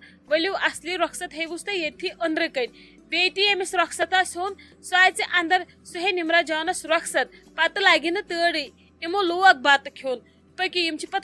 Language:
Kashmiri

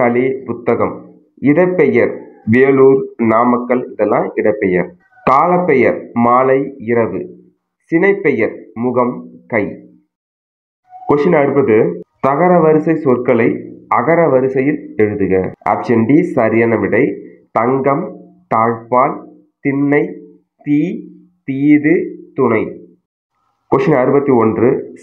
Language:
Tamil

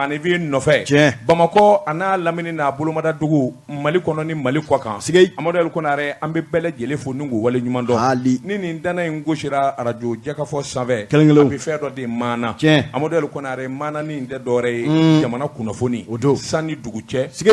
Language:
Bambara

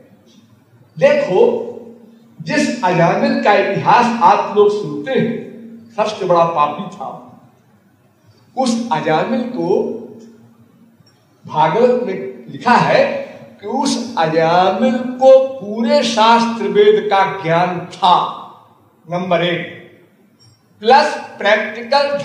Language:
Hindi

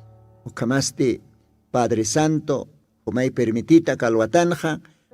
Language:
Aymara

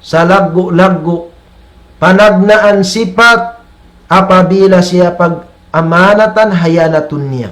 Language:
Tausug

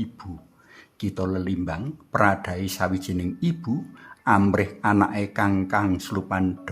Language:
Javanese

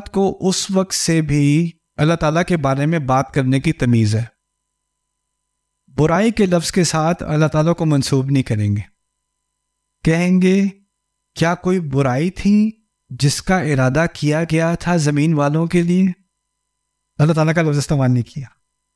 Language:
Urdu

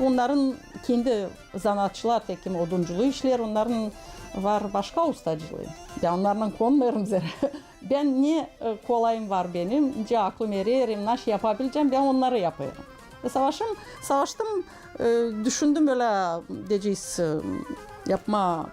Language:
Gagauz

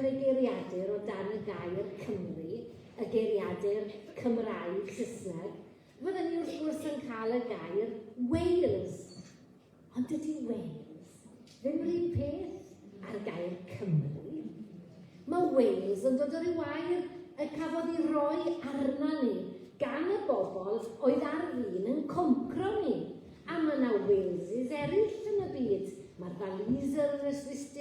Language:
Welsh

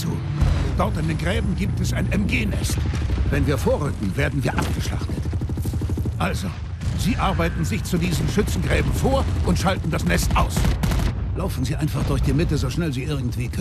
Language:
German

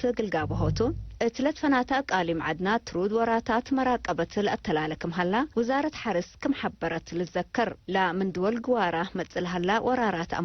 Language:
Tigre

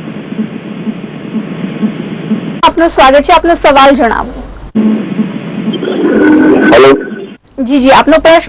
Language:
Gujarati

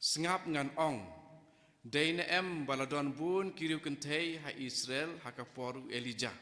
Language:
Khasi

